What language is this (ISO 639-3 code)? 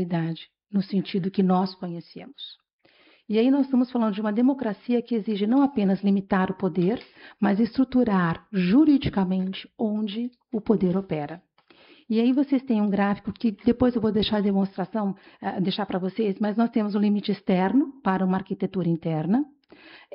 por